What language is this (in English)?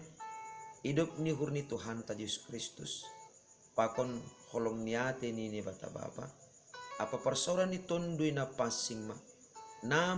Batak Simalungun